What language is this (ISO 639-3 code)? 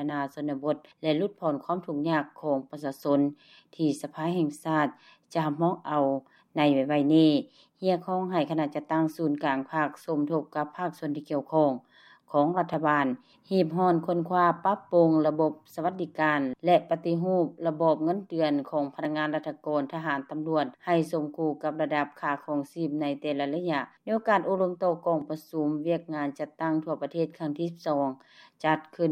lao